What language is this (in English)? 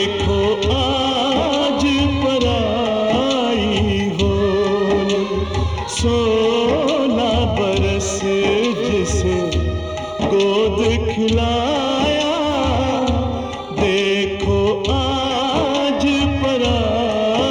Hindi